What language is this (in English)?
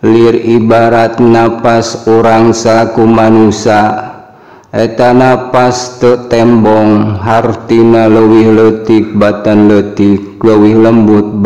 Sundanese